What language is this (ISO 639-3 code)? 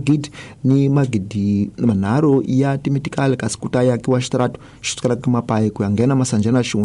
tso